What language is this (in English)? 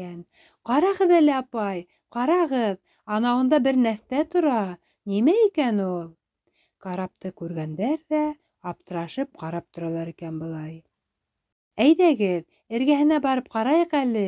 Bashkir